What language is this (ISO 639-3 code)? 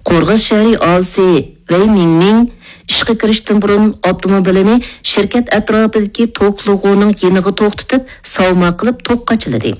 uig